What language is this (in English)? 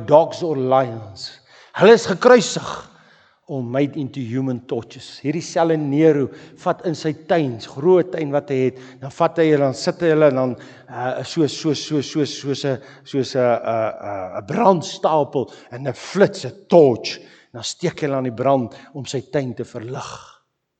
Afrikaans